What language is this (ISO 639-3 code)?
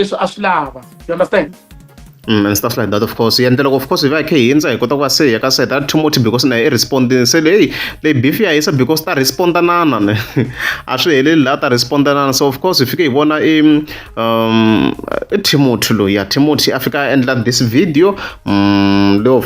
tso